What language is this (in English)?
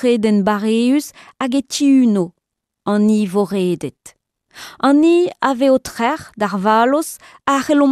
Breton